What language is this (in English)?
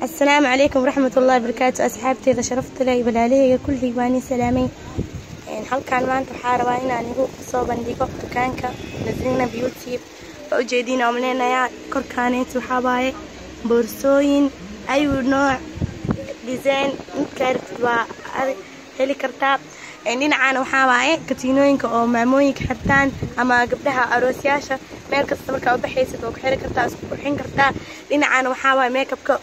Somali